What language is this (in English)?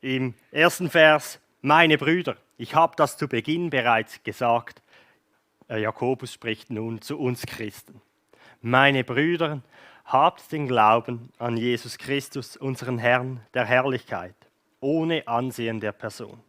Swiss German